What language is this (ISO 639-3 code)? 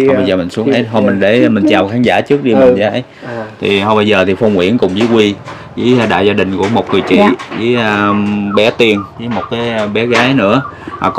vie